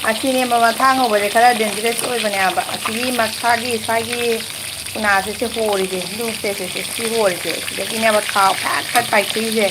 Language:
Manipuri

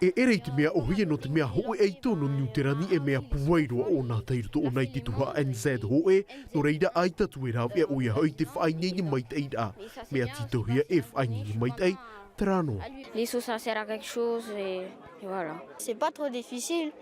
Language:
Tahitian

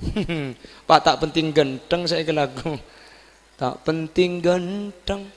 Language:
Madurese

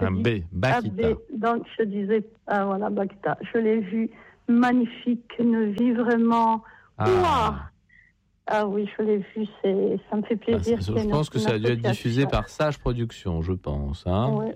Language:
French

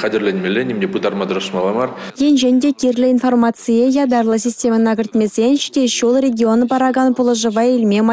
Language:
Chuvash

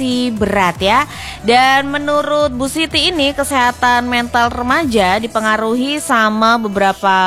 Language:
Indonesian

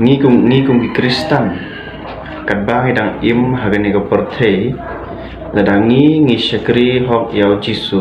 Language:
Khasi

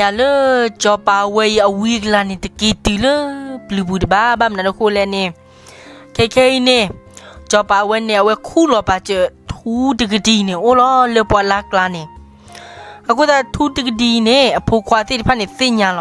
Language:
S'gaw Karen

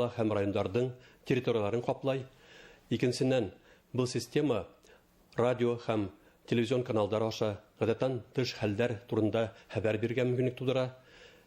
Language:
Bashkir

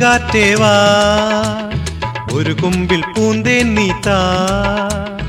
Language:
Malayalam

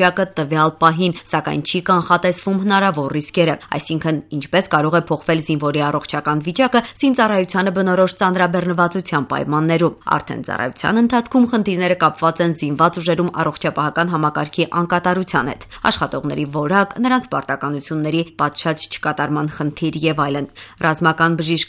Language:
Armenian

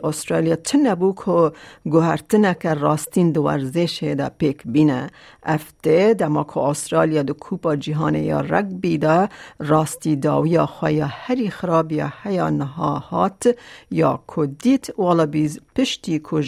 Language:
Kurdish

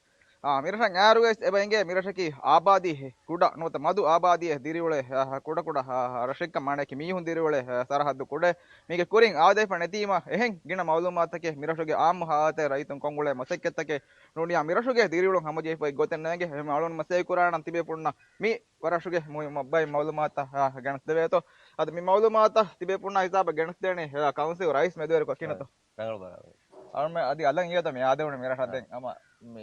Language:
Divehi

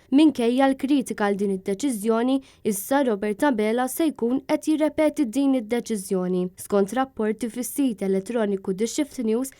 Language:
Maltese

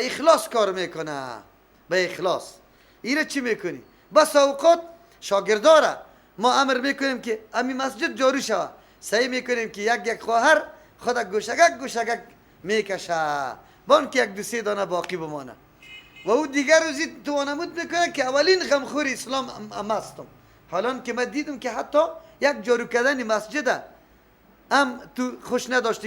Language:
Persian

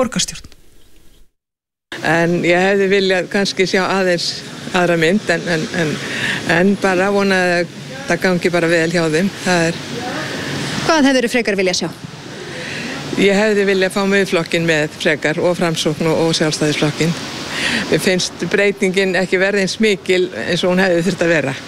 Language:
Icelandic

